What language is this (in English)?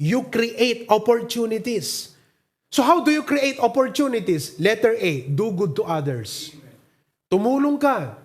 Iloko